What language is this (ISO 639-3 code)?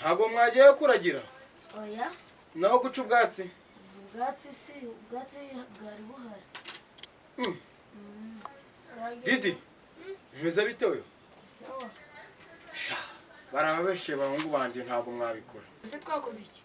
kin